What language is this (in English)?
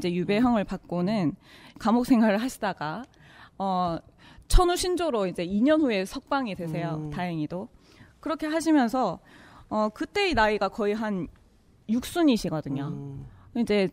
Korean